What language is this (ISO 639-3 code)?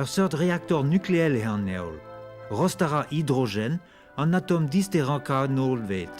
bre